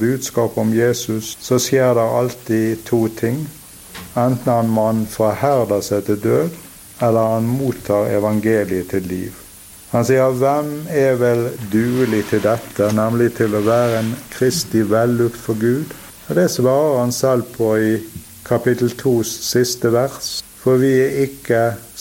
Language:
Norwegian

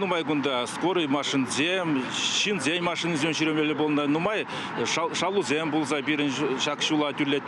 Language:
Chuvash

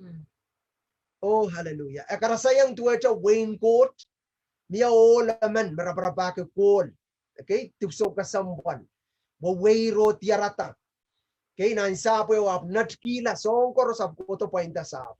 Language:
Pohnpeian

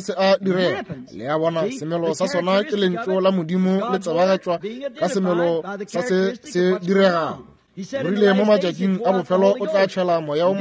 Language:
Northern Sotho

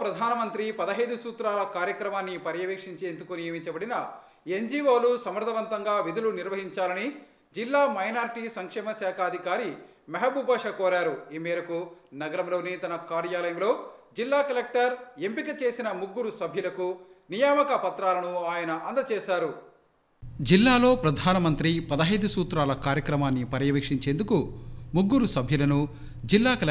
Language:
Telugu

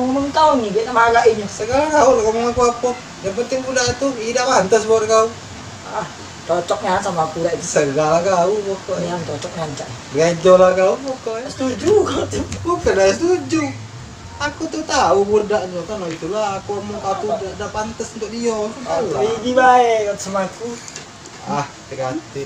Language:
Musi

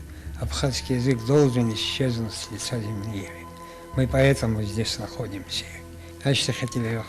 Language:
Abkhazian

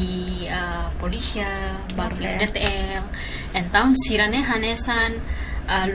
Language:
Tetum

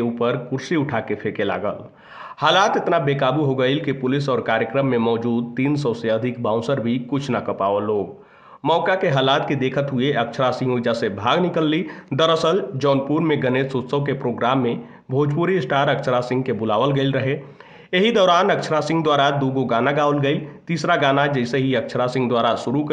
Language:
Bhojpuri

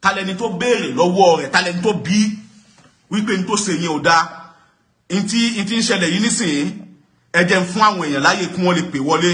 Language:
Yoruba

